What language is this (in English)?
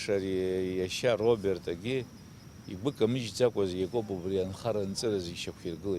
Abkhazian